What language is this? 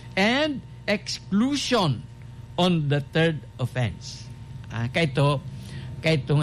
Bikol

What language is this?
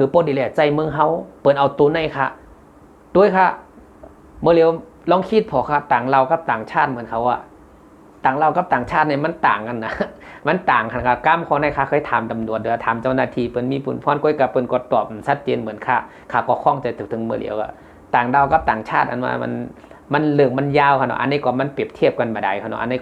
Shan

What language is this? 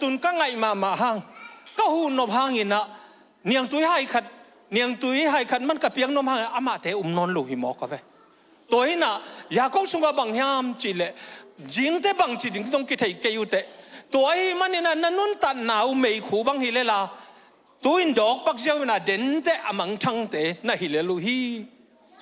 Tedim Chin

